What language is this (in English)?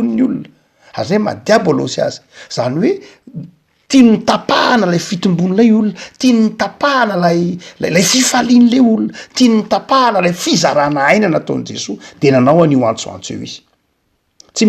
Malagasy